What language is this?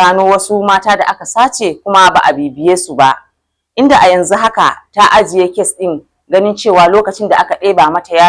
Hausa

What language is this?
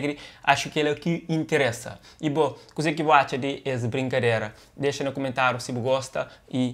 Kabuverdianu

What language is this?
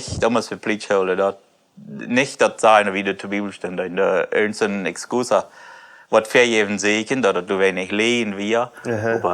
Plautdietsch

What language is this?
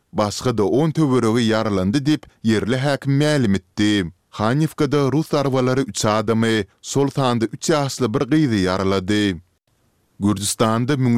Turkmen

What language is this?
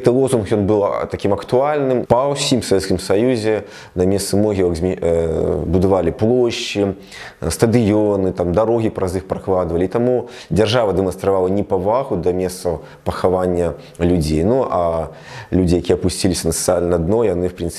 Belarusian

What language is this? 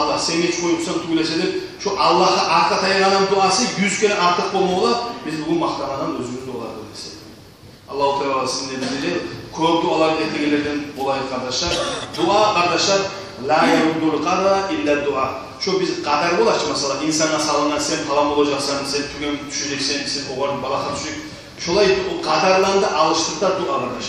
Kumyk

